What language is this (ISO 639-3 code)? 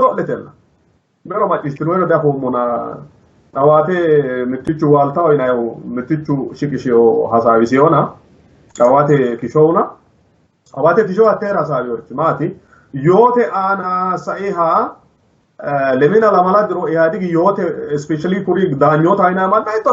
sid